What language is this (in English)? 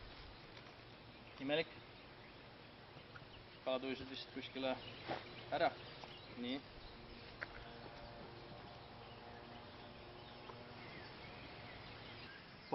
Estonian